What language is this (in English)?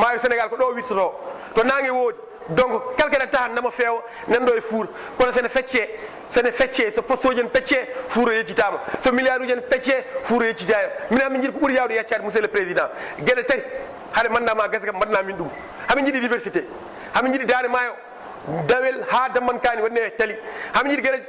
Fula